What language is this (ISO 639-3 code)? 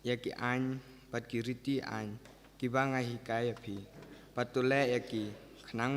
kha